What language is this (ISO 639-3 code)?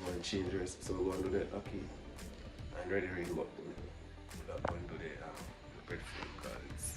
jam